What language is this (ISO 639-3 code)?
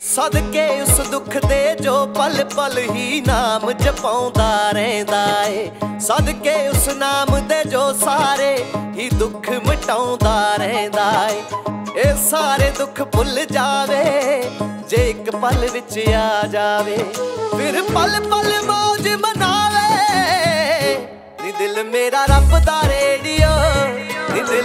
pan